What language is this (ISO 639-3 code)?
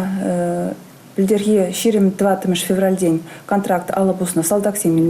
chv